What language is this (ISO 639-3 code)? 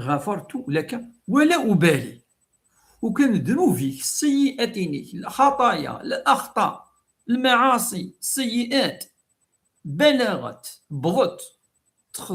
kab